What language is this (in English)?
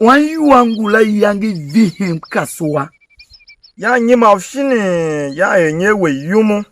Tiv